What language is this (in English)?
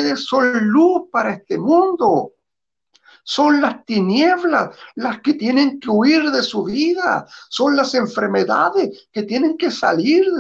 Spanish